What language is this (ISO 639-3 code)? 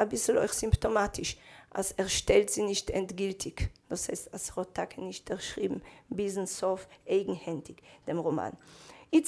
yid